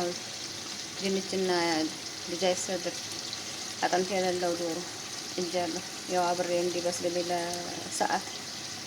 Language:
Amharic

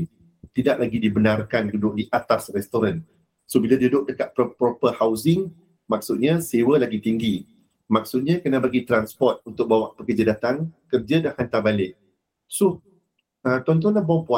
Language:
Malay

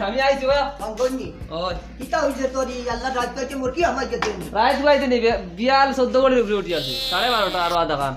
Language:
Sylheti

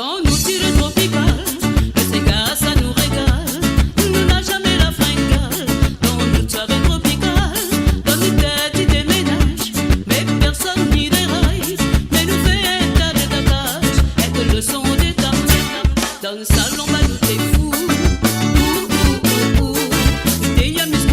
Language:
Morisyen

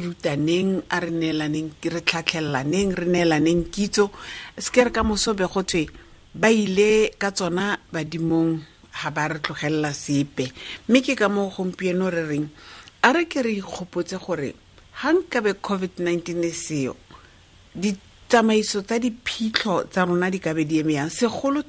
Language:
Tswana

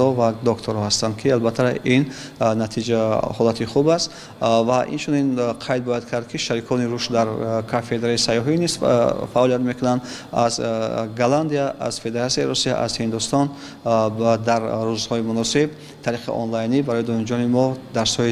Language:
Tajik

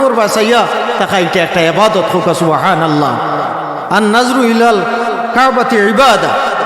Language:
Sylheti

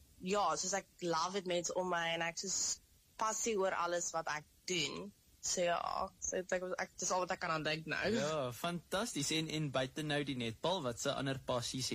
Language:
Afrikaans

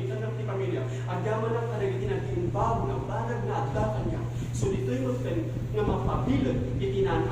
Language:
Iloko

